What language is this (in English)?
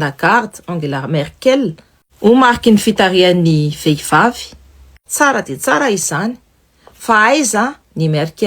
Malagasy